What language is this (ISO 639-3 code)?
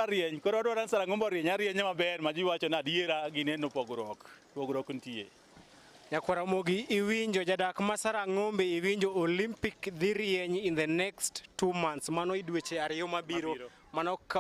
luo